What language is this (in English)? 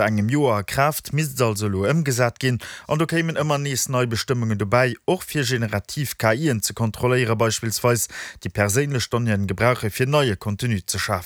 Luxembourgish